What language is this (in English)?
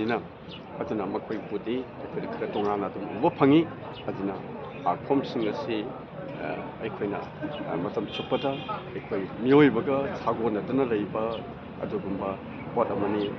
Manipuri